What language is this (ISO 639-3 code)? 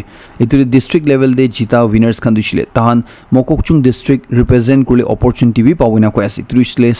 nag